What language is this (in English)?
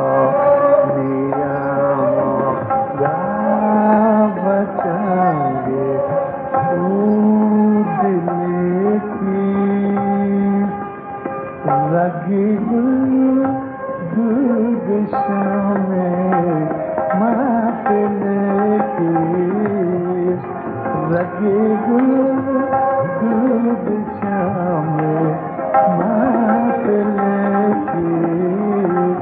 Hindi